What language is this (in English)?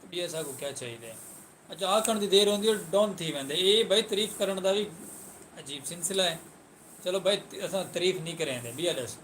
Saraiki